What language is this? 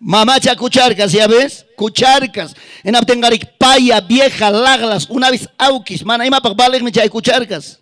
Ayacucho Quechua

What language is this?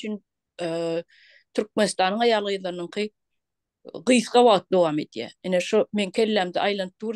Turkmen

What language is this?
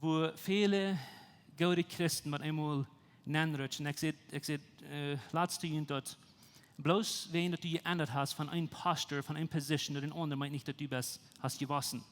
Plautdietsch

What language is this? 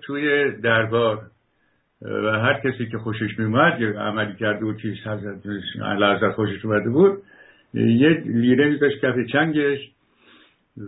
Persian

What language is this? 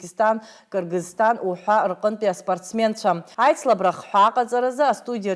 Abkhazian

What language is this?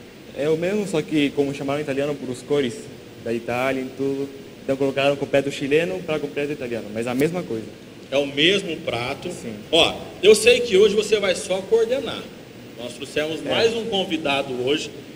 Portuguese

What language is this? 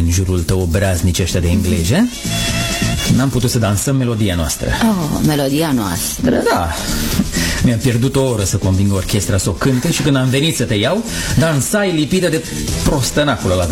Romanian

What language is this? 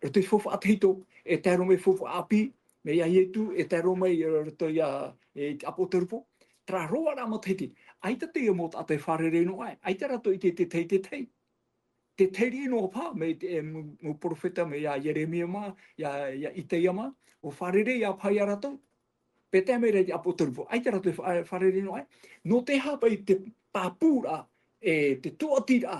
Tahitian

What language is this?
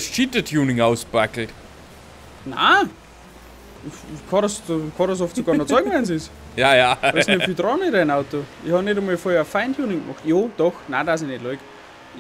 Bavarian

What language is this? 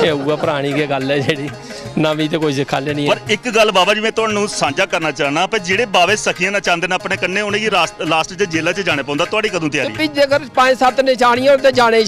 Dogri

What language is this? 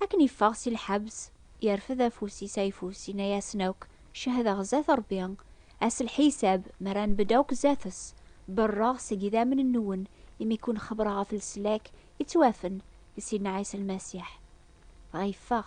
Kabyle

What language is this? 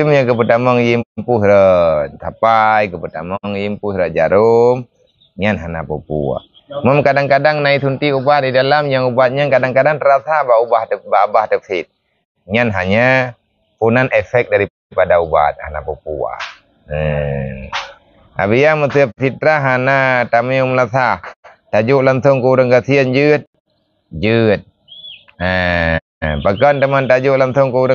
Achinese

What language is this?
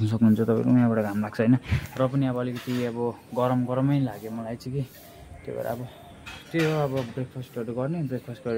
Nepali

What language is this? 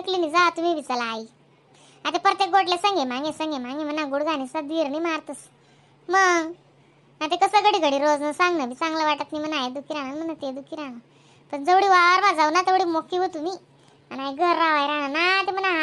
Khandesi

